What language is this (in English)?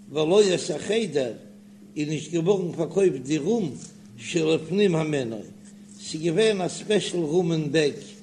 Yiddish